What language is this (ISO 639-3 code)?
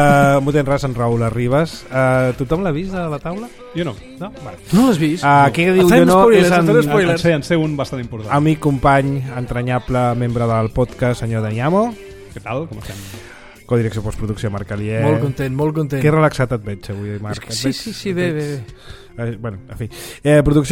cat